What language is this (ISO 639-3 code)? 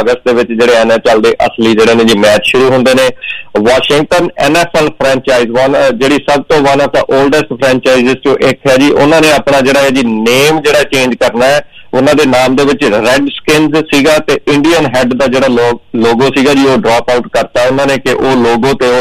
pan